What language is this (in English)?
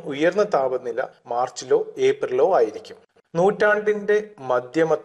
Malayalam